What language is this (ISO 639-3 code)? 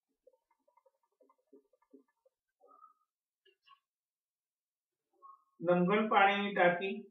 guj